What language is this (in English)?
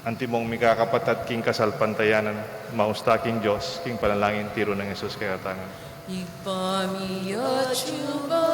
Pampanga